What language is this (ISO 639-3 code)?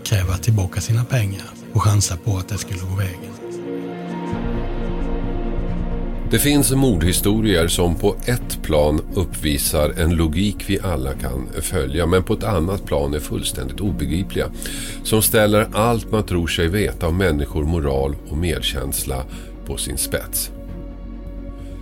swe